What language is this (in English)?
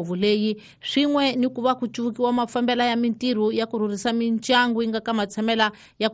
Tsonga